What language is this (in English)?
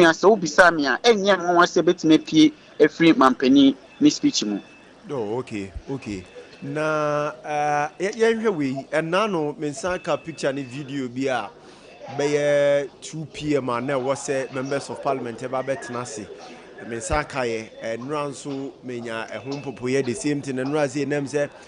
Akan